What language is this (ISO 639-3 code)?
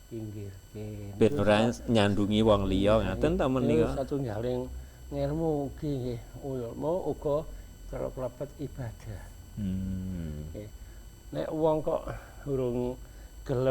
jav